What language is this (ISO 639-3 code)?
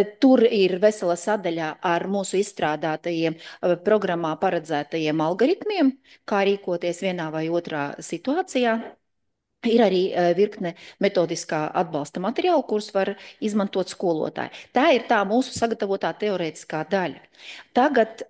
lav